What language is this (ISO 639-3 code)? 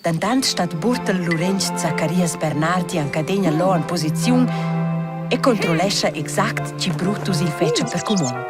roh